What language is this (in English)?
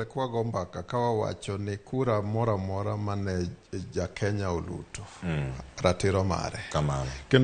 Luo (Kenya and Tanzania)